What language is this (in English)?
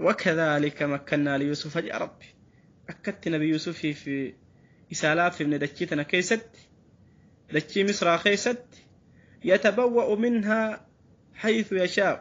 Oromo